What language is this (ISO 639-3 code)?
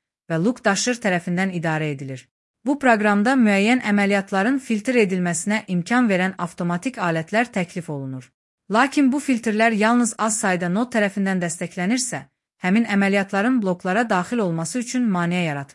aze